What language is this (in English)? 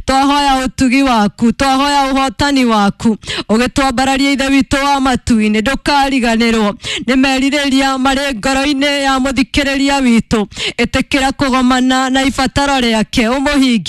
Kikuyu